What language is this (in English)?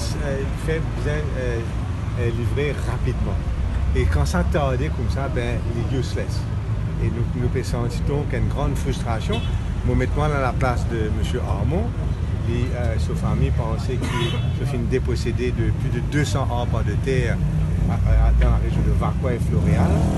Morisyen